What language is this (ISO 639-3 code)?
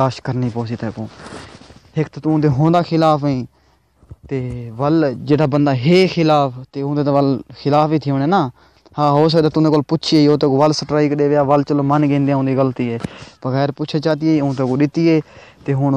skr